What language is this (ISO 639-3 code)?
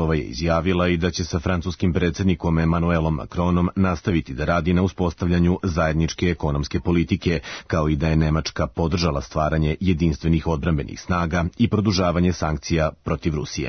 srp